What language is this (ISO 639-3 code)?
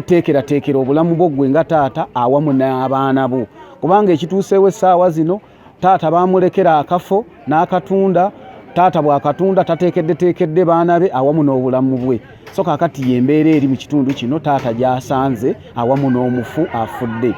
lug